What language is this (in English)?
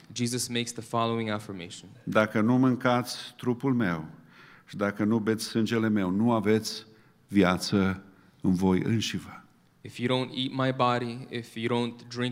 Romanian